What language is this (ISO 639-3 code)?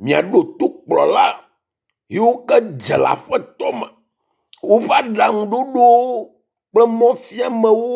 ewe